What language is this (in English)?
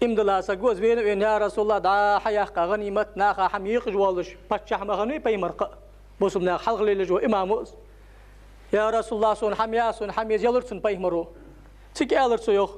Ingush